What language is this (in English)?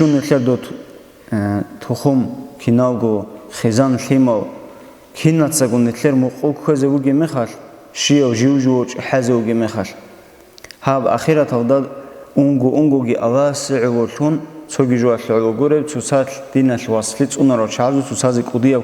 Avaric